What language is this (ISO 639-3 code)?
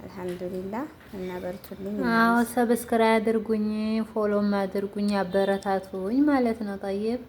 amh